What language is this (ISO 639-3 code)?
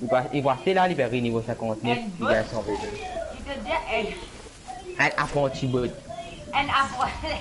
mfe